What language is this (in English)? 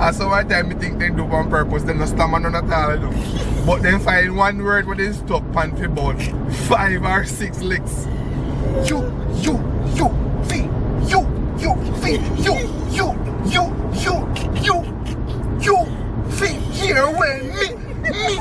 Jamaican Creole English